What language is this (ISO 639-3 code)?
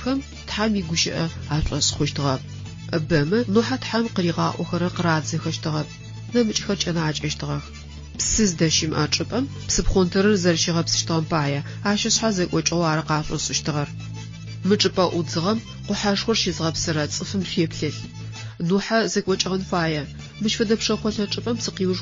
ady